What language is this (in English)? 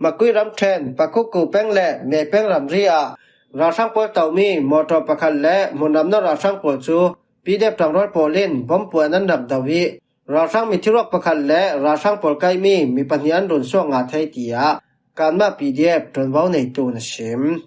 Falam Chin